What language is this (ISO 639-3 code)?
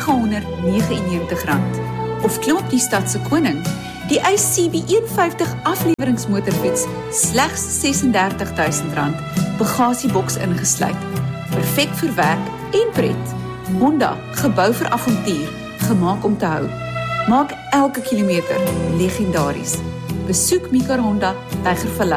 afr